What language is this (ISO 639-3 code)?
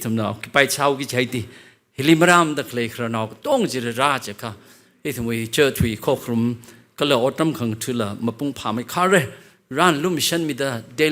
nmf